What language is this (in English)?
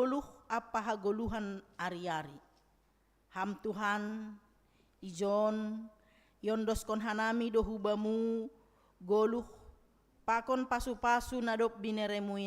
Batak Simalungun